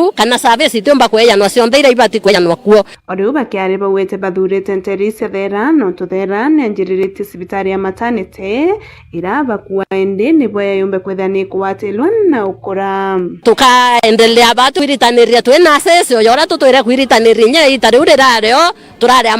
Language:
Meru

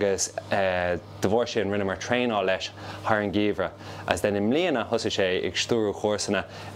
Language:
Irish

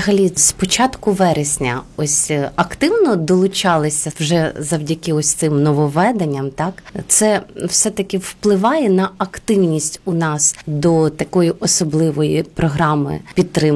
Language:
Ukrainian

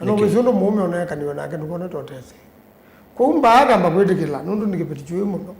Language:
Kamba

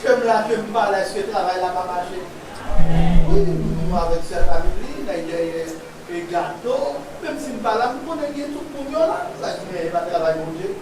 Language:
Haitian Creole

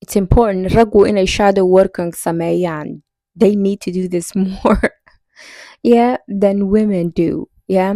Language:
Somali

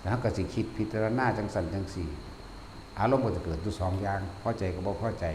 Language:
Northeastern Thai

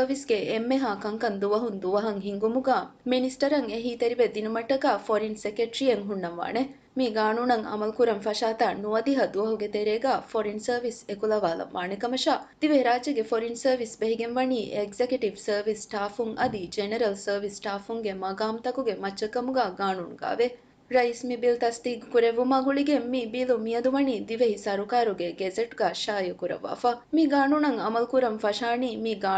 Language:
Divehi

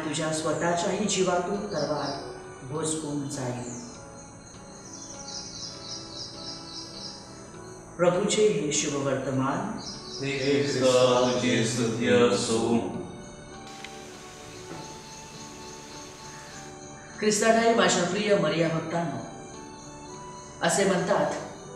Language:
Marathi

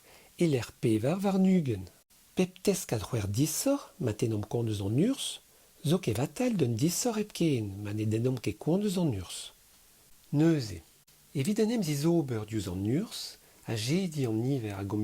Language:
Breton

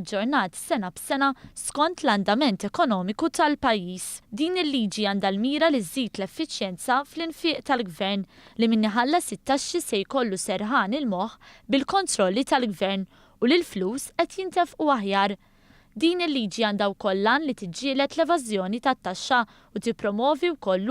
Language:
Maltese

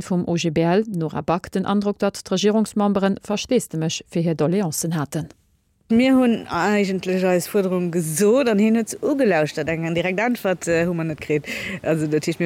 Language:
Luxembourgish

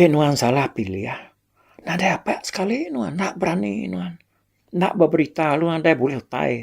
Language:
Iban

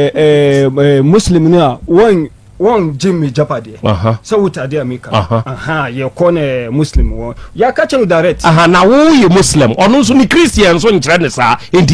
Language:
Akan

